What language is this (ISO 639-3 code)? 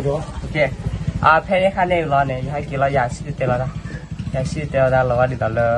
ksw